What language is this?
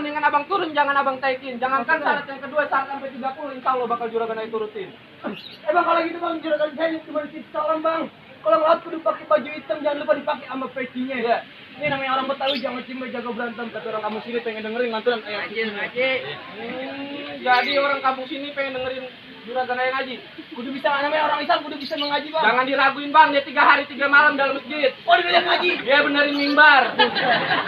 Betawi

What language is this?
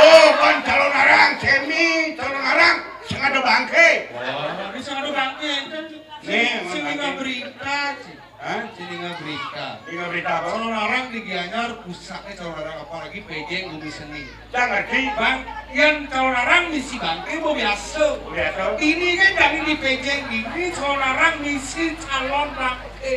Balinese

